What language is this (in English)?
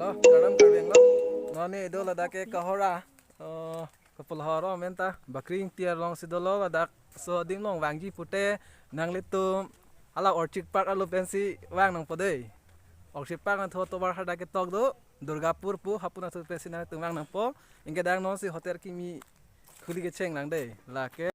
Karbi